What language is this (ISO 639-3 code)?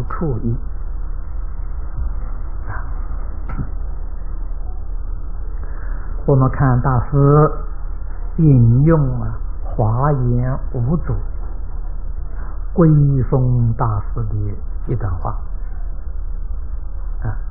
zho